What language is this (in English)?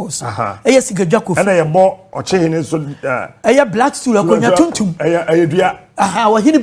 Akan